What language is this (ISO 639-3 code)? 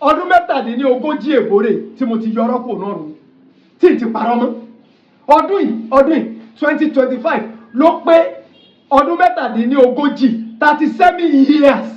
yor